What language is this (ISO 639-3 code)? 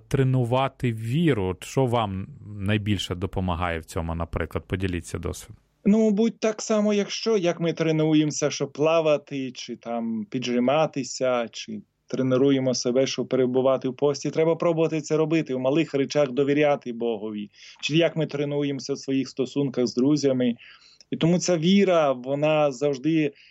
ukr